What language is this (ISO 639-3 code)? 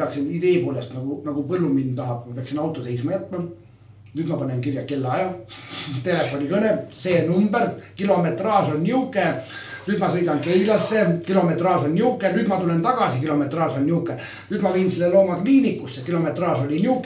est